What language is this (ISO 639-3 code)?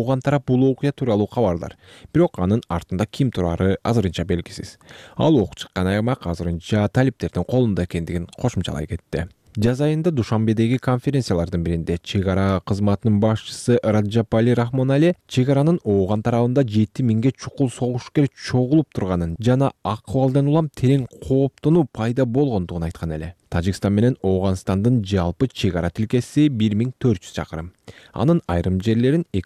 kir